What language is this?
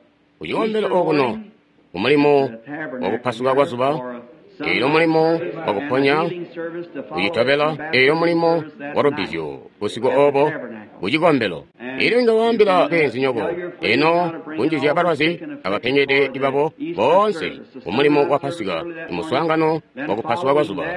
Tonga (Zambia)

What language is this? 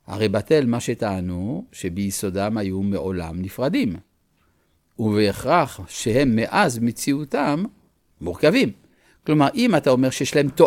Hebrew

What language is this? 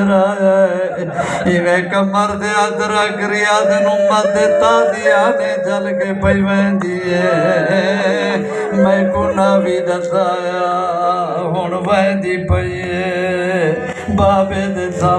Saraiki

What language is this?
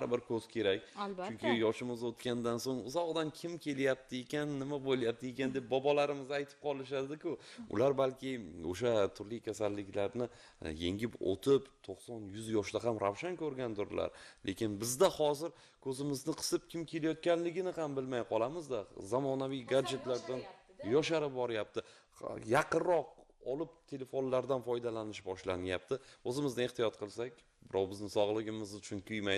Uzbek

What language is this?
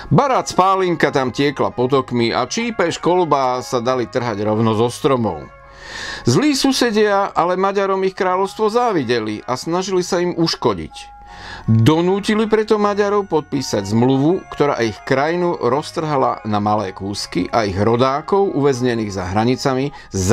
Slovak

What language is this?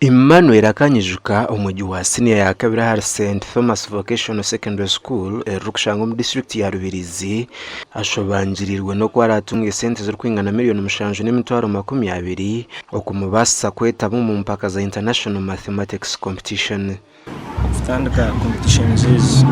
Nyankole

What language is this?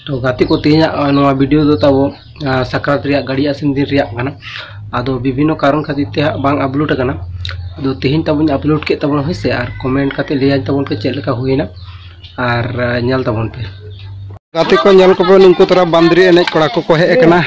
Santali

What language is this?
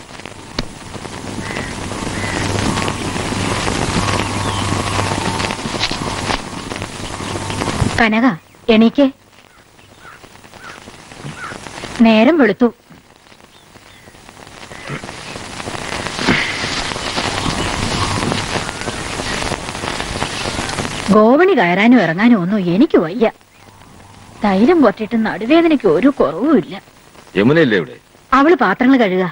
Malayalam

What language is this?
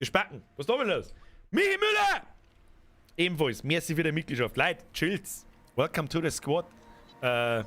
Bavarian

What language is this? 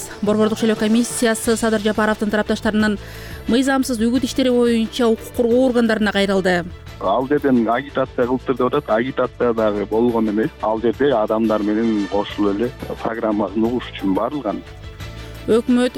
Kyrgyz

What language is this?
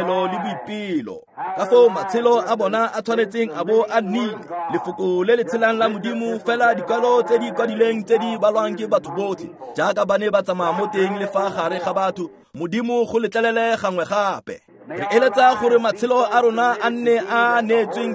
Tswana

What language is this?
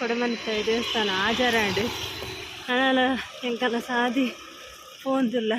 Tulu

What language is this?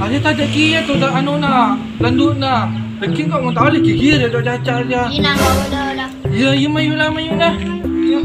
Madurese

